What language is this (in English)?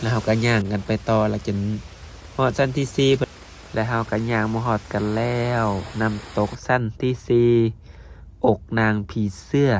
Lao